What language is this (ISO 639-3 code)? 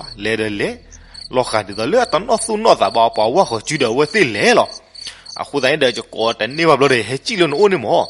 ksw